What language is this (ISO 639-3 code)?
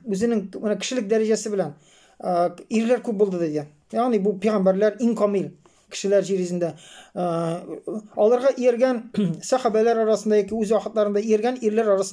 tat